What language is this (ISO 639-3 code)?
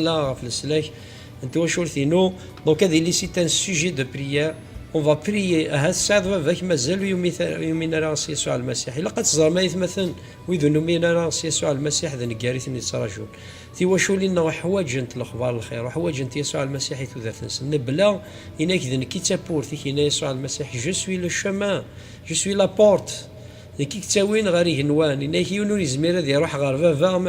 kab